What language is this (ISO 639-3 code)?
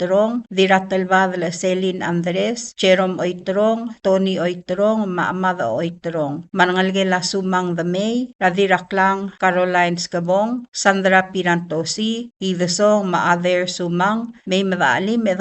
pau